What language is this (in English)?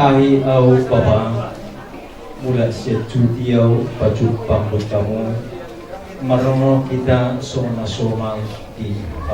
Batak Toba